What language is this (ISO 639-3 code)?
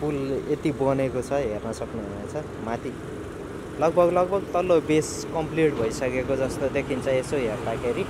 nep